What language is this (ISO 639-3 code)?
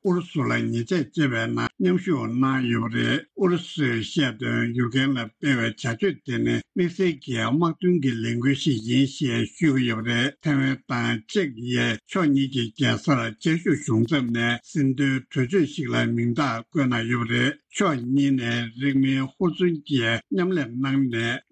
bod